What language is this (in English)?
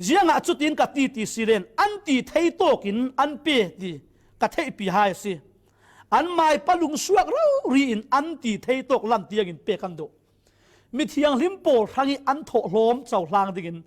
Falam Chin